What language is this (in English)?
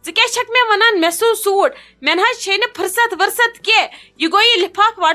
Kashmiri